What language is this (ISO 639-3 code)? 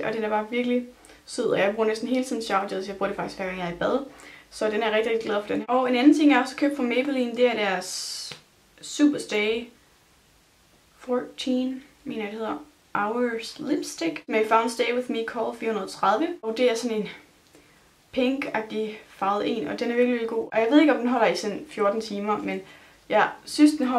dan